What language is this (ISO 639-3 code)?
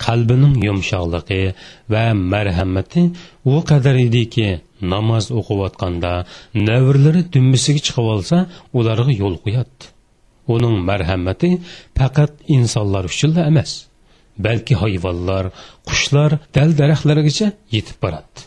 uig